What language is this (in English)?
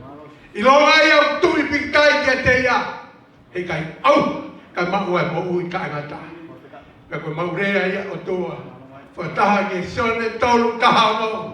Tongan